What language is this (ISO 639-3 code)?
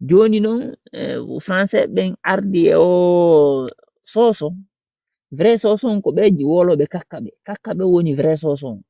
ful